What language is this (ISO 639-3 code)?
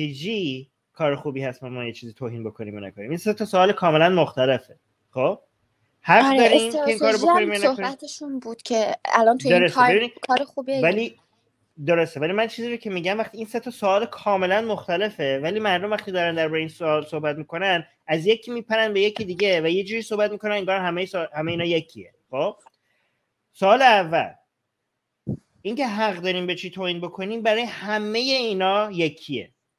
fas